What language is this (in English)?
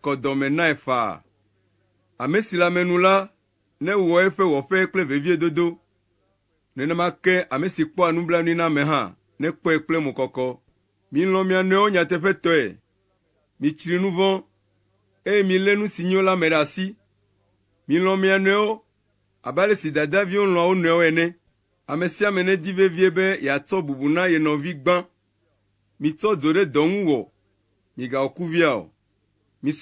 Ewe